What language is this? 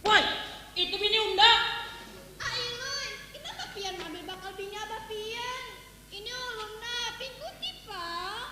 Banjar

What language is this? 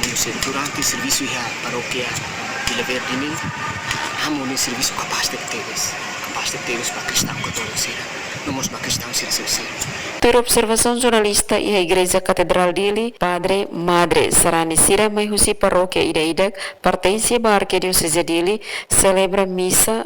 Tetum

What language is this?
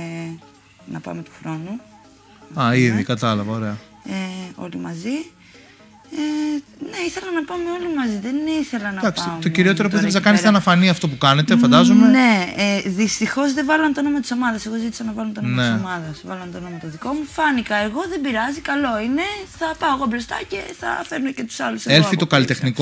Greek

